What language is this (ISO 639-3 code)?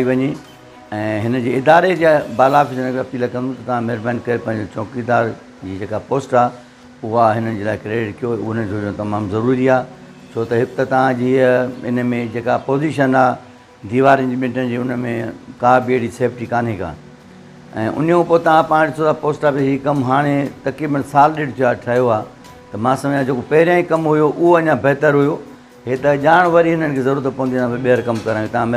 snd